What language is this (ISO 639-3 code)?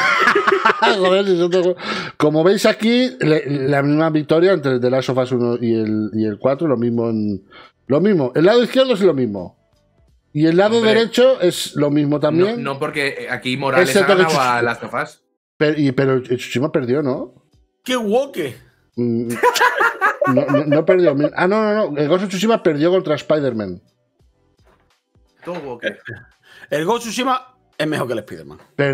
spa